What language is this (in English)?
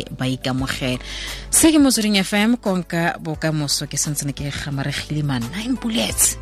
Tswana